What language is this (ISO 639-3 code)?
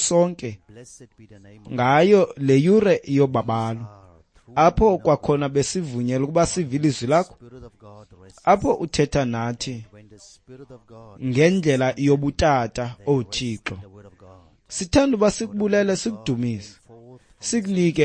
xho